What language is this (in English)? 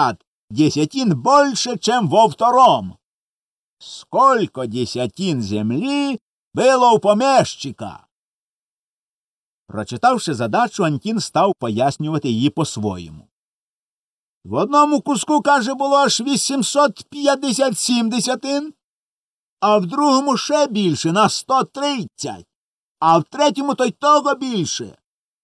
Ukrainian